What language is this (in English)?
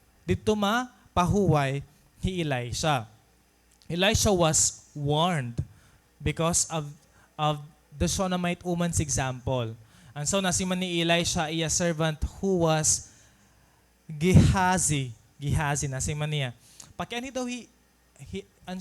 Waray